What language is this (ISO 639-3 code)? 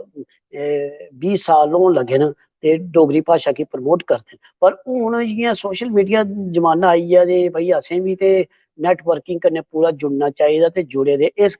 doi